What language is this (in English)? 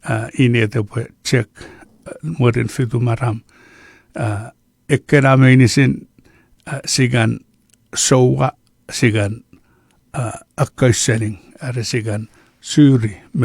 Chuukese